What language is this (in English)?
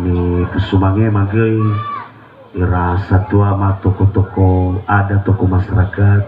Nias